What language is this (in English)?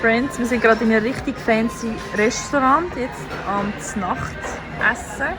Swiss German